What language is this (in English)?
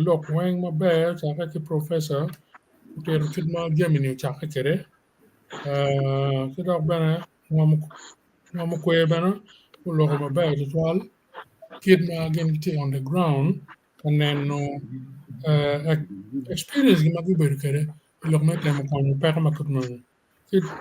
Acoli